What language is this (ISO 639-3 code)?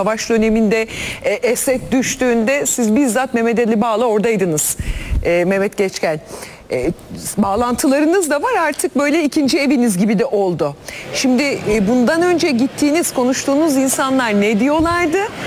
tur